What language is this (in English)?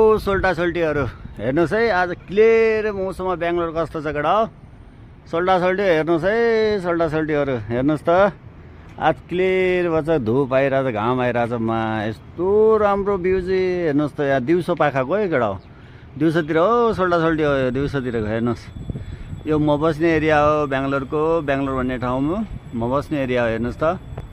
Nepali